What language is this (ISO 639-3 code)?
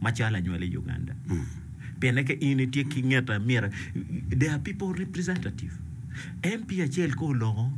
ach